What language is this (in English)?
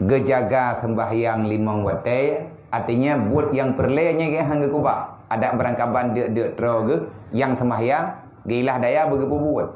Achinese